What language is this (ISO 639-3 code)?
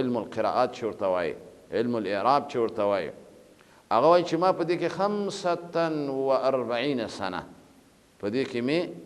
pus